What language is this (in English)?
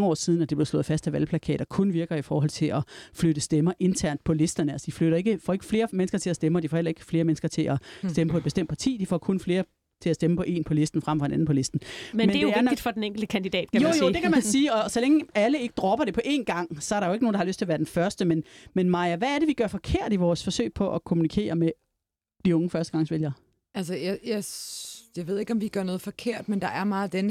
Danish